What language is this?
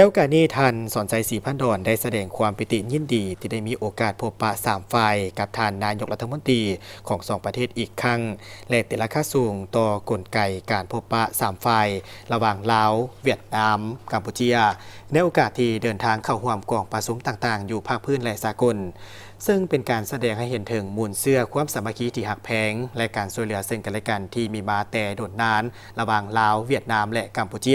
Lao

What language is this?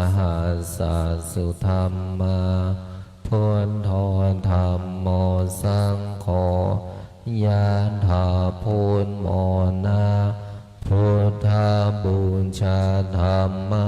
Pali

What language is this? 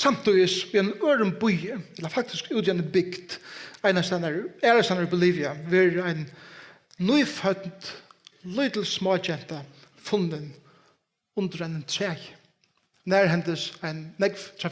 Faroese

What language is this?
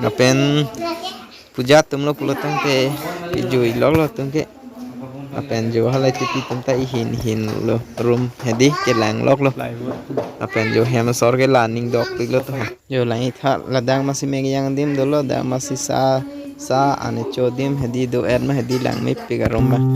Karbi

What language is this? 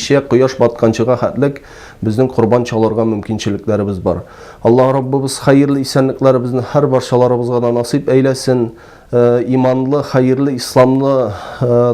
Tatar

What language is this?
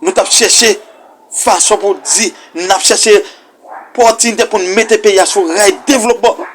Haitian Creole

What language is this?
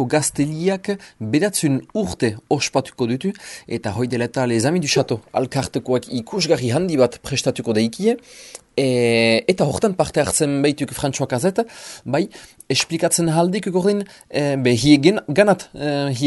Basque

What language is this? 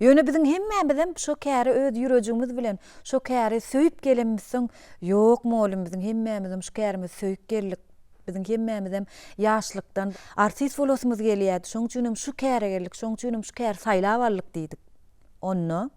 Turkmen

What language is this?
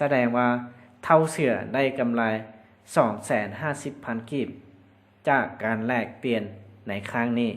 Lao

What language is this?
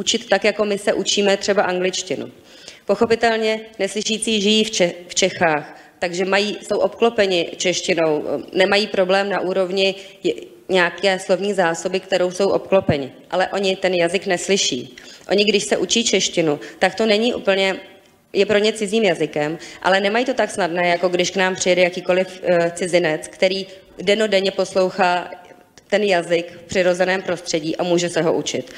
Czech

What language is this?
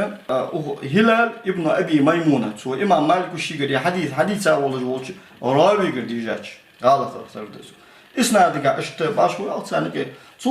Ingush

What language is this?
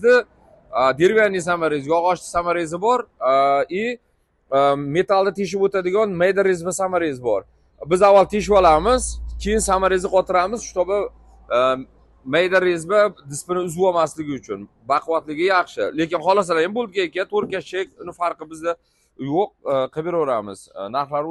Uzbek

